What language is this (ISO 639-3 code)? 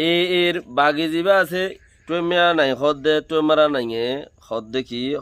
rhg